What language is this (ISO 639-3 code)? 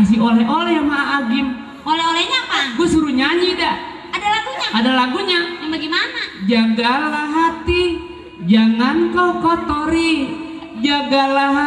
bew